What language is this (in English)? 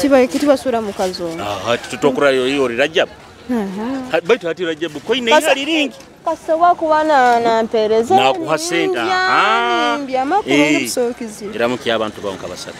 Nyoro